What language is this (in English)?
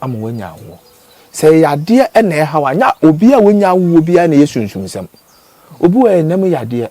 Akan